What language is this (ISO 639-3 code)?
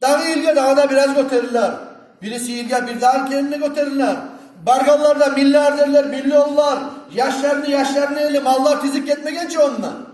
kum